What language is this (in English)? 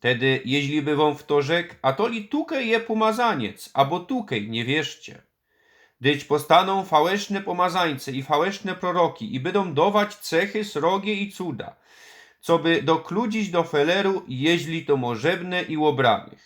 Silesian